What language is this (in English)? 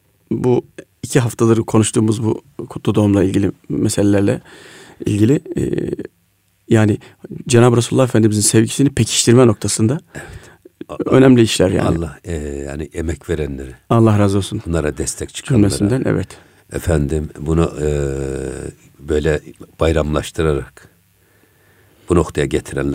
Turkish